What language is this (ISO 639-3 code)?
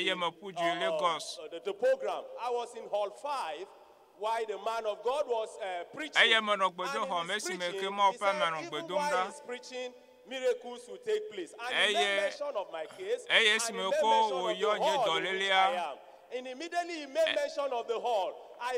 ewe